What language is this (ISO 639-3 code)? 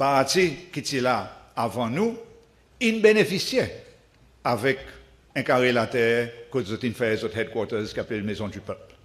crs